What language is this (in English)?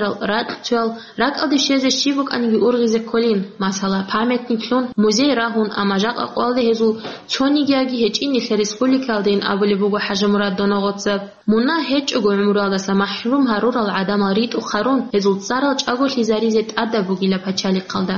Avaric